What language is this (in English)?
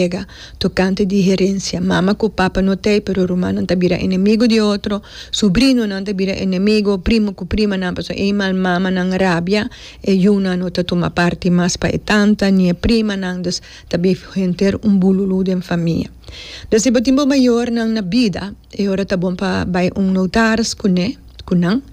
Papiamento